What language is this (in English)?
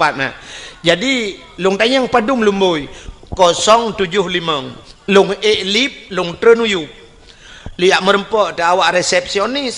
Achinese